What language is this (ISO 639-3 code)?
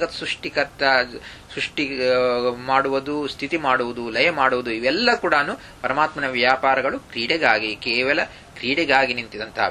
kan